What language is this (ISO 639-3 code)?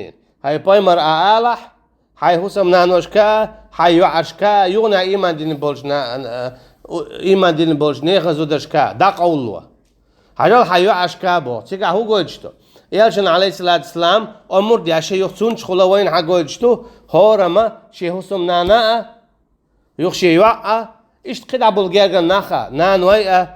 che